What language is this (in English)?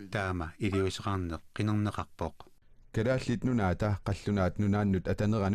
Kalaallisut